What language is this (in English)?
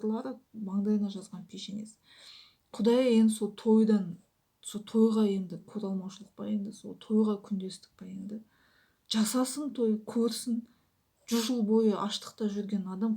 Kazakh